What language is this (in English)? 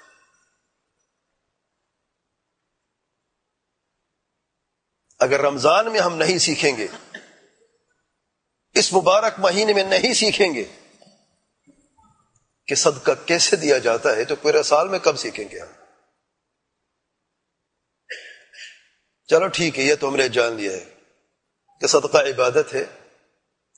Urdu